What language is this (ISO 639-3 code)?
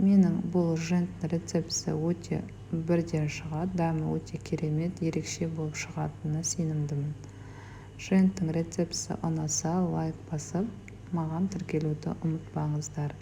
kaz